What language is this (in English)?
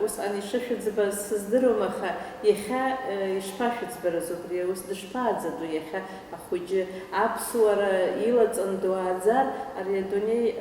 Abkhazian